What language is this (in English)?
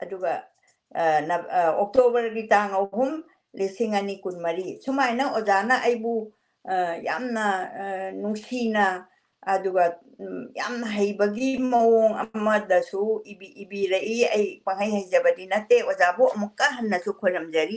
Manipuri